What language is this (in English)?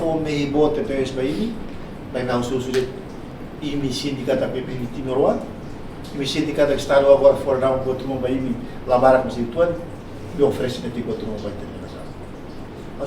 Tetum